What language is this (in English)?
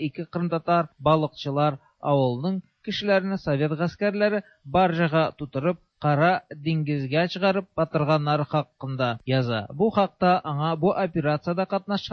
Tatar